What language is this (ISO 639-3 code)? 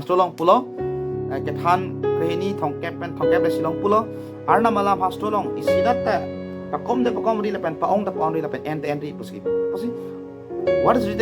mjw